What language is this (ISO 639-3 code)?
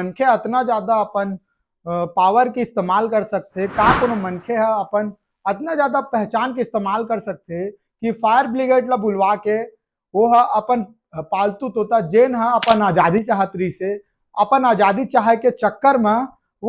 hne